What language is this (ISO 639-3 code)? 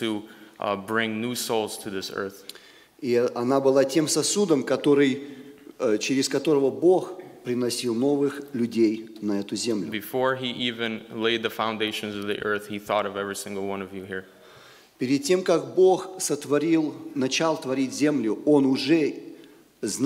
rus